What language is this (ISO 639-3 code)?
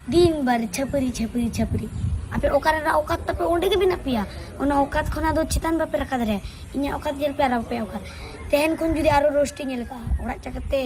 sat